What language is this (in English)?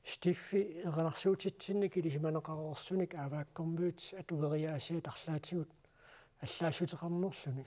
Kalaallisut